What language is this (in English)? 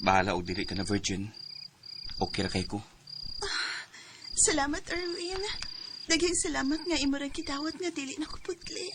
Cebuano